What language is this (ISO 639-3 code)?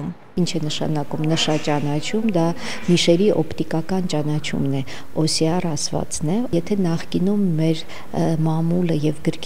hye